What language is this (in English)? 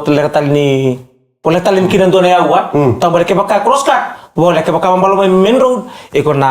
Fijian